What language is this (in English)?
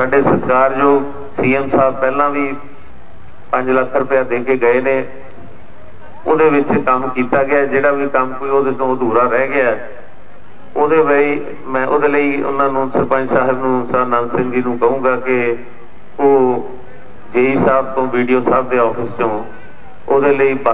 Punjabi